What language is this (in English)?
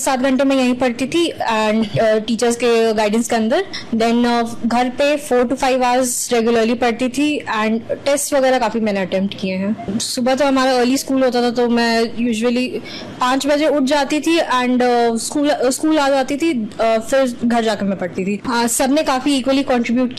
Hindi